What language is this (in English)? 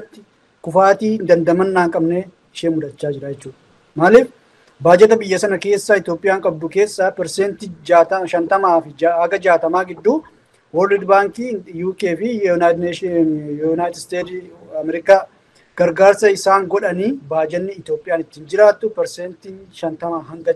Oromo